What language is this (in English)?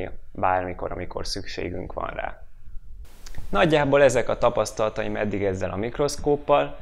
Hungarian